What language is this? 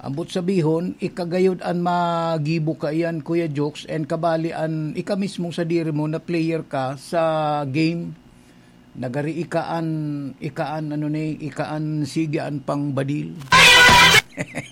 Bikol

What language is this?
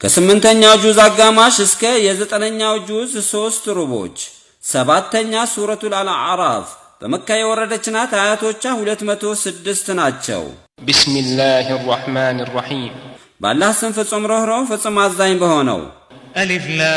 Amharic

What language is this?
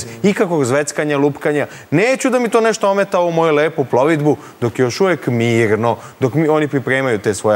Serbian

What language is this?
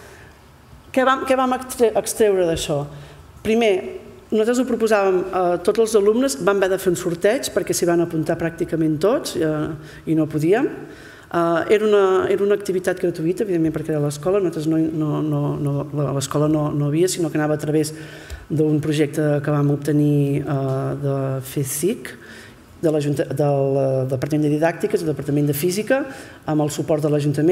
Catalan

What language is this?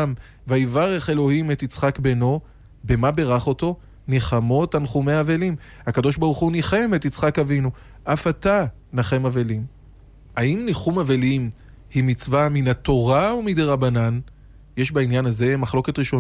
Hebrew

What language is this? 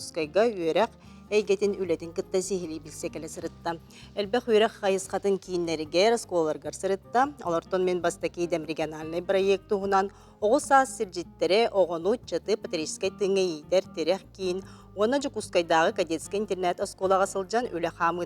Yakut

